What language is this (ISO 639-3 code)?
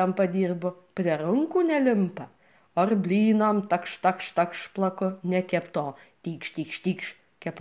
lit